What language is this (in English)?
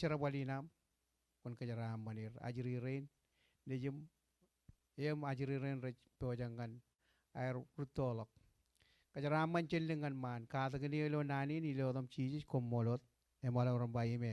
Marshallese